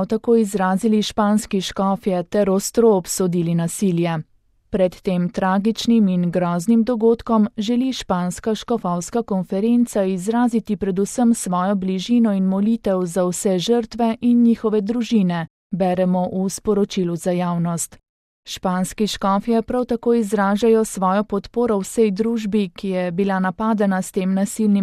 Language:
Slovenian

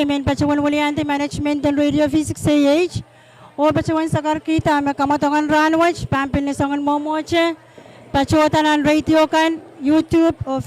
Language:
Pohnpeian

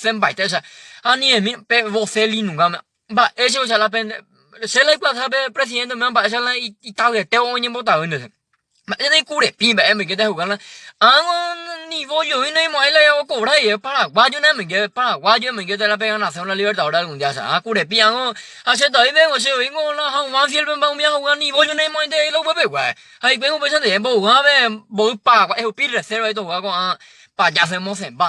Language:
Guarani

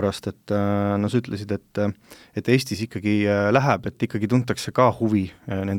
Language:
Estonian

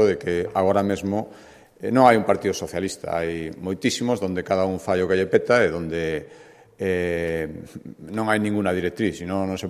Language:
Galician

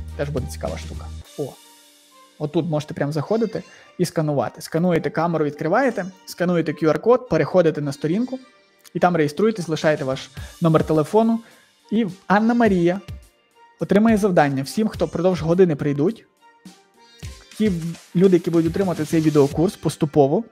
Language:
Ukrainian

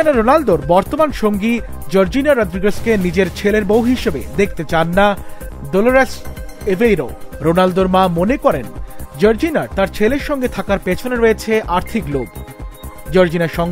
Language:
Bangla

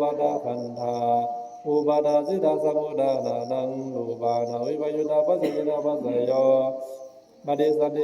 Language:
Pali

